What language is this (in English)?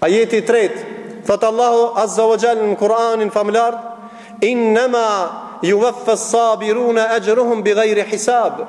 Albanian